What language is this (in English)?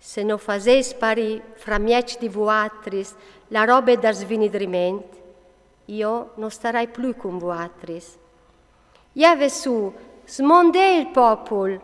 Friulian